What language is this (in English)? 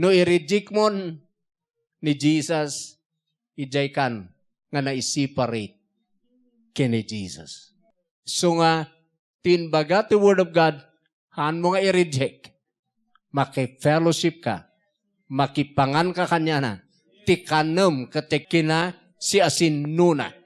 Iloko